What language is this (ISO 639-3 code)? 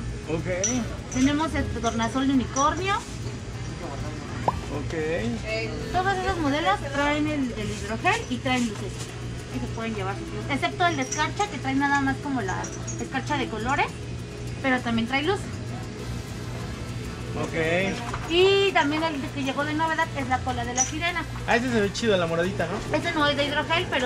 spa